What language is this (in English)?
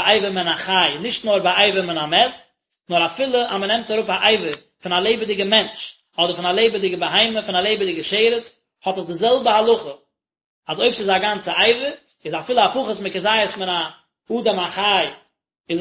Yiddish